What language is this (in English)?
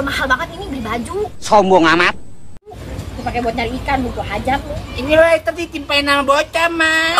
Betawi